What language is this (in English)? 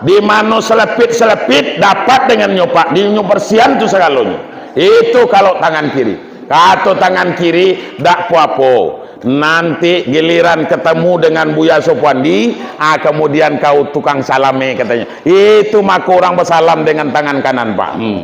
Minangkabau